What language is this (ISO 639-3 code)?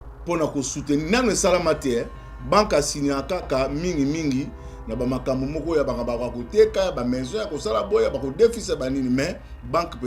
lin